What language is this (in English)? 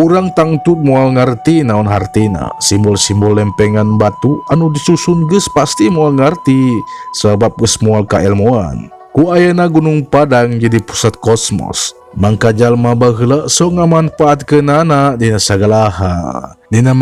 Sundanese